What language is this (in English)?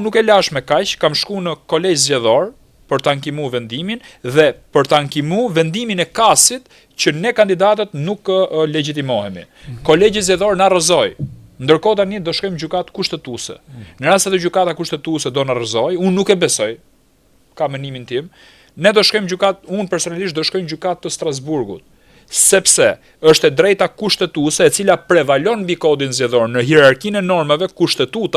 Albanian